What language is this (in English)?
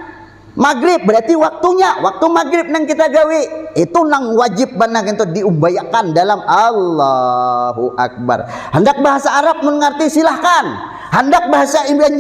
Banjar